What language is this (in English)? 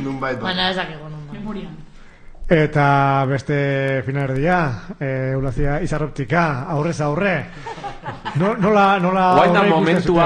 Basque